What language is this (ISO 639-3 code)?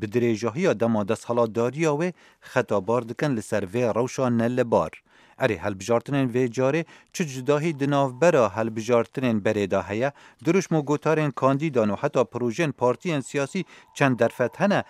kur